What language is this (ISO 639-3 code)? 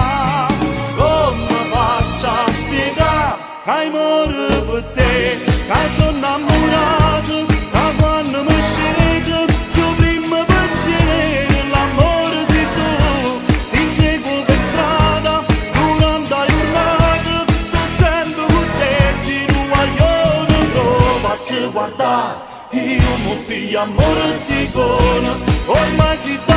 nap